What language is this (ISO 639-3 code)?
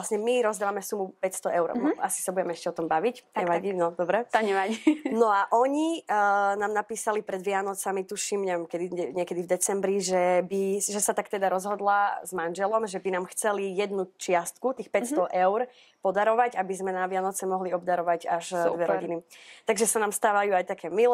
slk